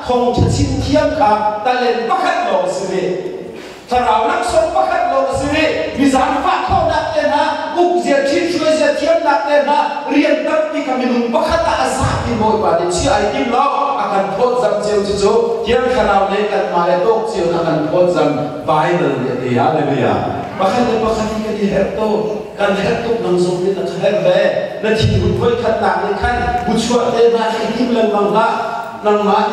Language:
Hakha Chin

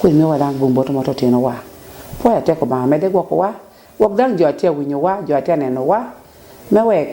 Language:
Lango (Uganda)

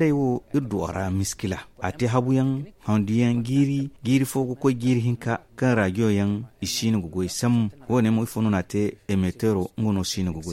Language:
Zarma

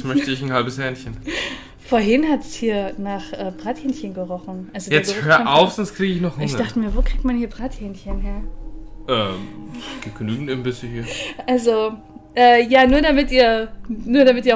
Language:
German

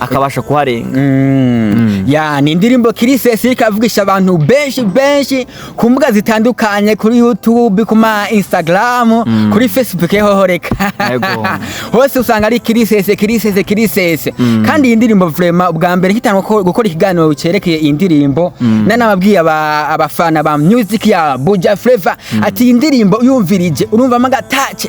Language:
Rundi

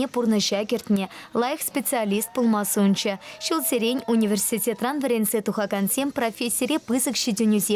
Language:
Chuvash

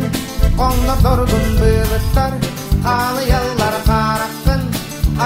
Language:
Yakut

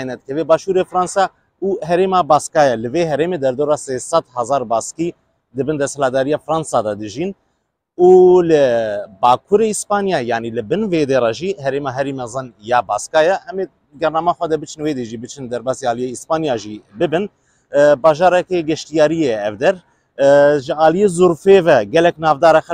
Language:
Kurdish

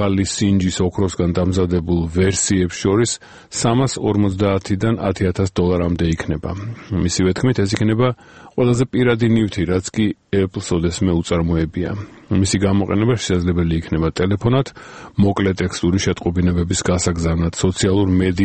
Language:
Georgian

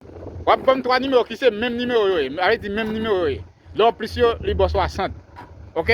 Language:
Haitian Creole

